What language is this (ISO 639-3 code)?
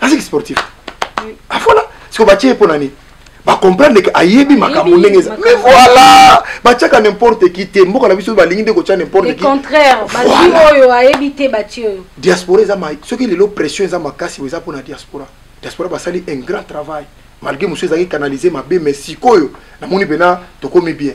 lin